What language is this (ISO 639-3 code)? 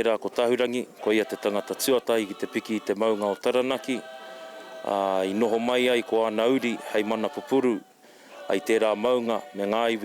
mri